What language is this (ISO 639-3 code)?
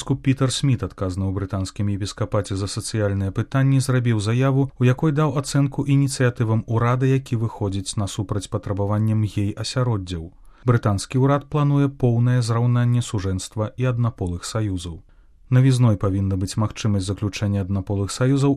bel